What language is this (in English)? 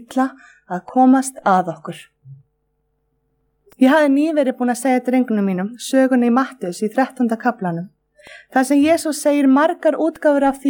Icelandic